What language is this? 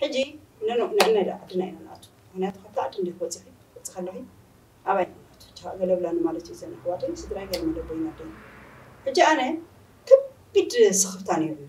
Tigrinya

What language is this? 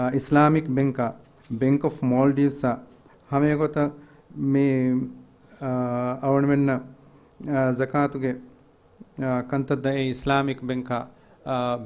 Divehi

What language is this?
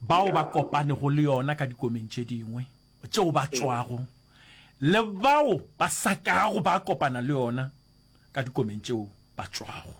Northern Sotho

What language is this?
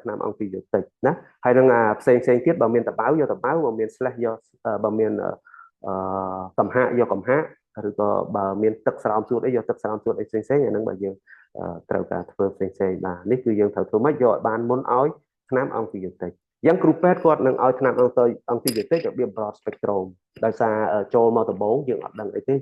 Khmer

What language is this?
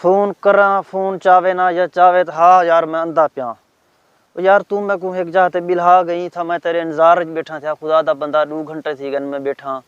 Saraiki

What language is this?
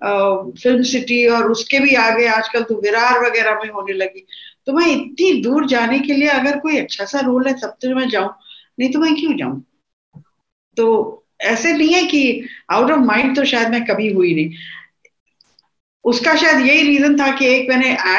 Hindi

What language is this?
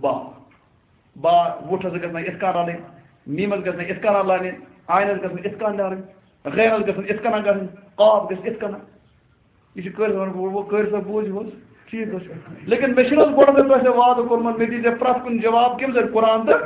Kashmiri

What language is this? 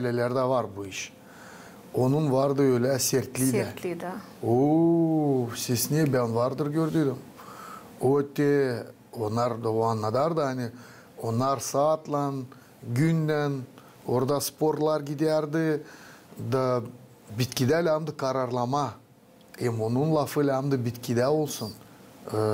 Gagauz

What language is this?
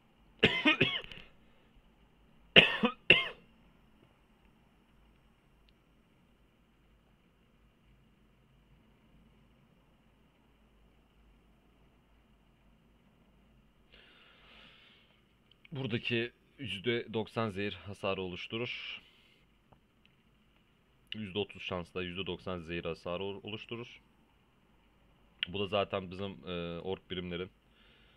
Turkish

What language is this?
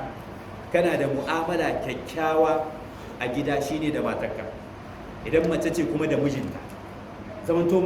Hausa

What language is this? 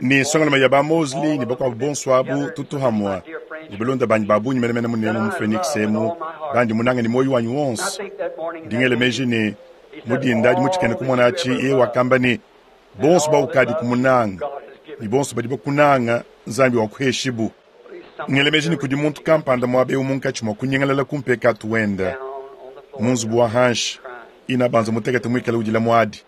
Luba-Lulua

